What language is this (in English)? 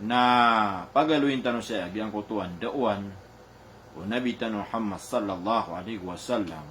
Maranao